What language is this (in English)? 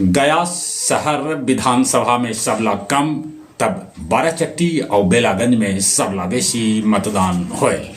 Magahi